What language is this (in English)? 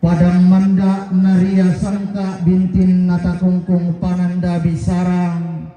Toraja-Sa'dan